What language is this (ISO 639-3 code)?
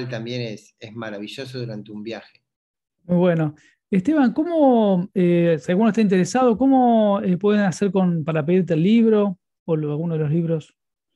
spa